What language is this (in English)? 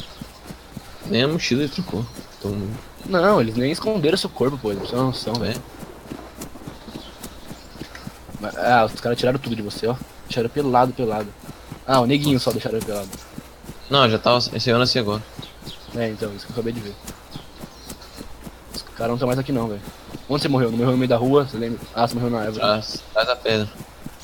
Portuguese